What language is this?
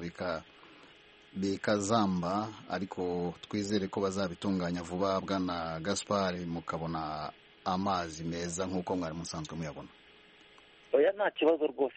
Kinyarwanda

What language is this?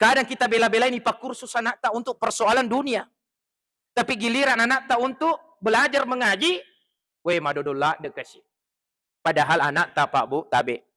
Buginese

